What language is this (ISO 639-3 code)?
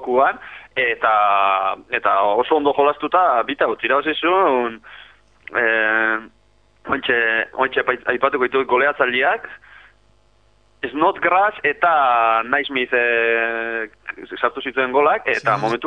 eus